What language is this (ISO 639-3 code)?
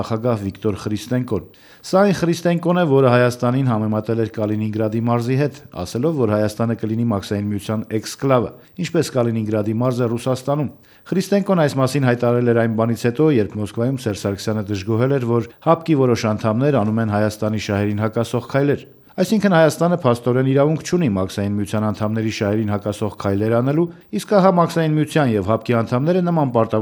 hye